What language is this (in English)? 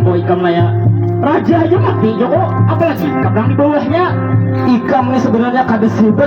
Banjar